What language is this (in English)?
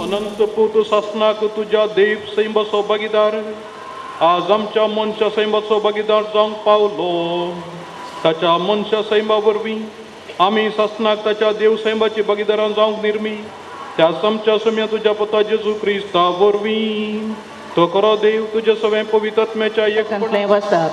Konkani